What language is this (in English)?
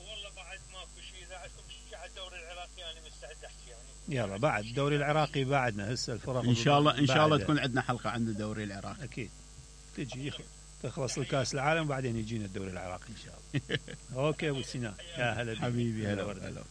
Mesopotamian Arabic